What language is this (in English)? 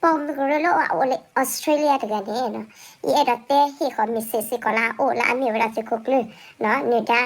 S'gaw Karen